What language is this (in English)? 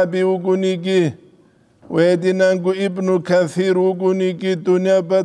Avaric